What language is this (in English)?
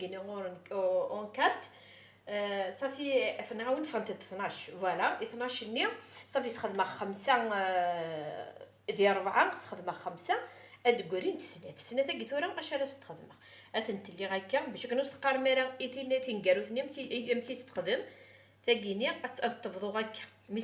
Kabyle